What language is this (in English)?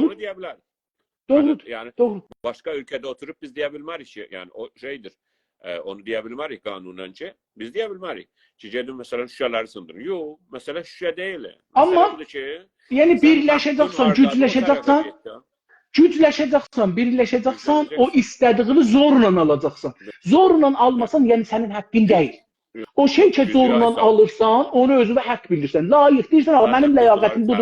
South Azerbaijani